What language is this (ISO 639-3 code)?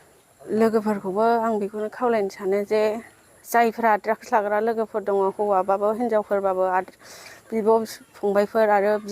brx